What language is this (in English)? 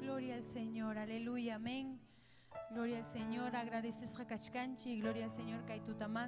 Ayacucho Quechua